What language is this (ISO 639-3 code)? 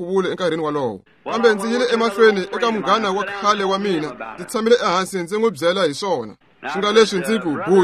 tso